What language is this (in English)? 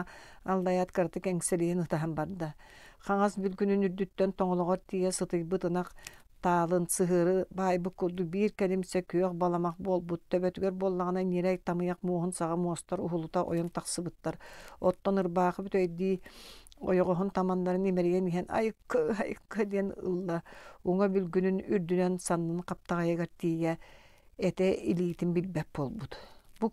Yakut